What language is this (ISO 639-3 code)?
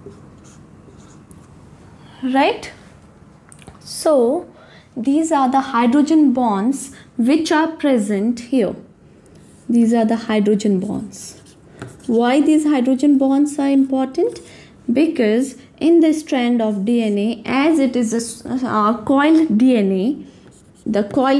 eng